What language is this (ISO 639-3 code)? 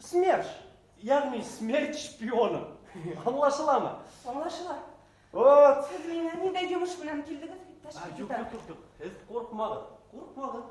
bak